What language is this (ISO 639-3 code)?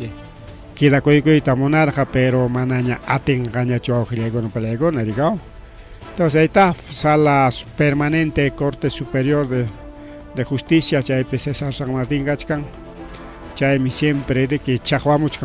quy